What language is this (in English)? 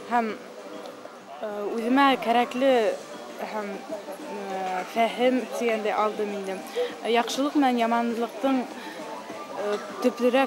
Bashkir